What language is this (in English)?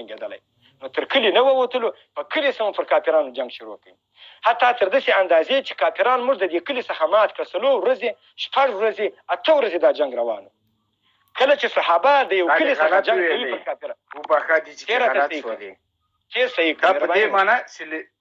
Pashto